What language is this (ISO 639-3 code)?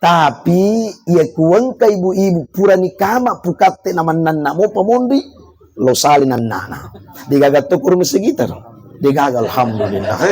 bug